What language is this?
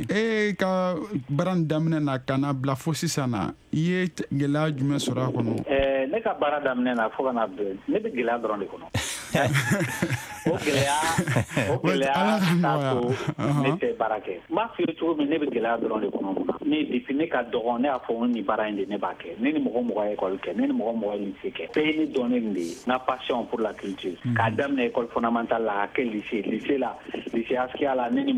Bambara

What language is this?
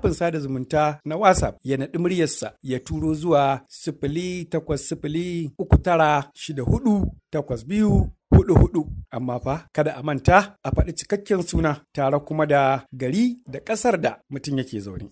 Hausa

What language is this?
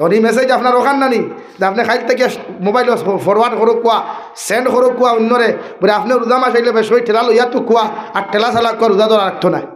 Sylheti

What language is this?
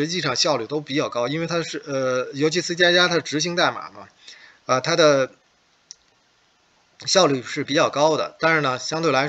Chinese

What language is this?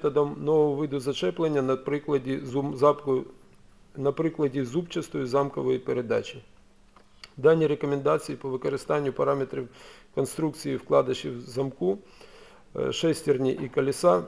Ukrainian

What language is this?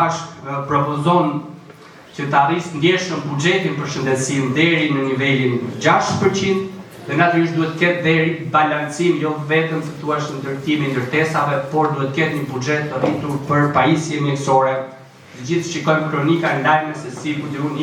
Albanian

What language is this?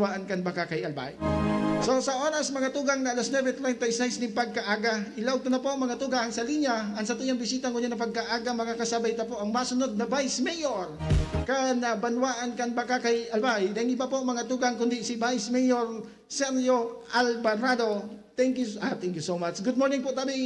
Bikol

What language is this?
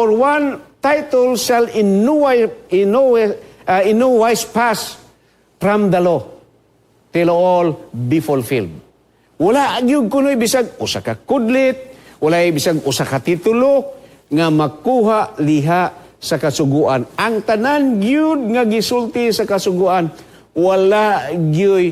Cebuano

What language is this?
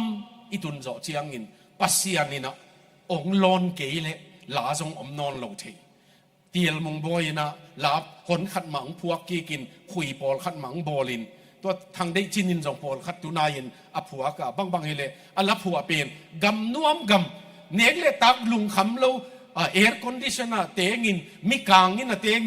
Tedim Chin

